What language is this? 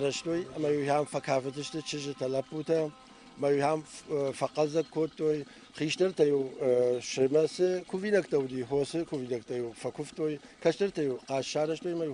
Ossetic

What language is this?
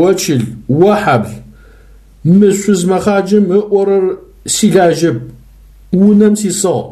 Adyghe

